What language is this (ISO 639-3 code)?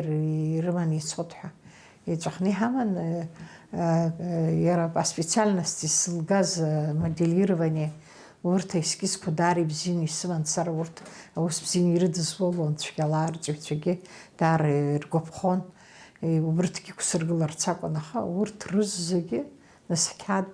abk